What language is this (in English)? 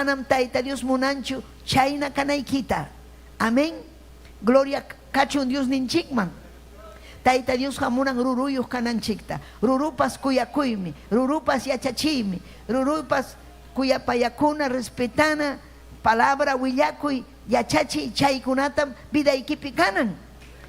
Ayacucho Quechua